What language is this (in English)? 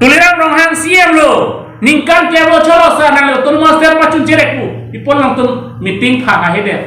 Karbi